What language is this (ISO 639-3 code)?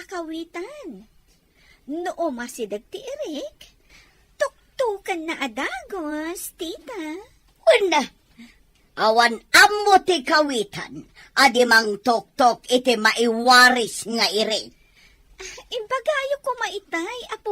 ilo